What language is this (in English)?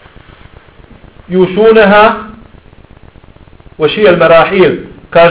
Bosnian